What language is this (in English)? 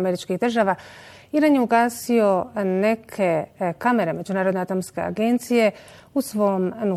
Bosnian